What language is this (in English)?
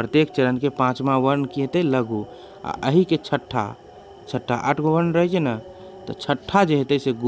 Maithili